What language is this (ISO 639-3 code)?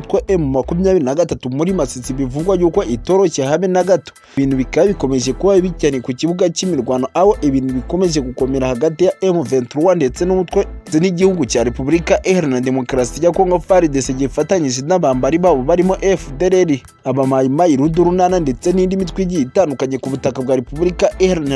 kin